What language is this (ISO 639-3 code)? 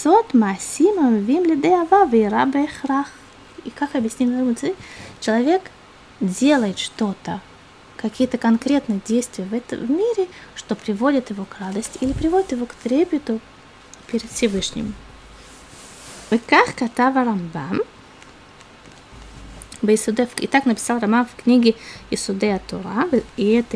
rus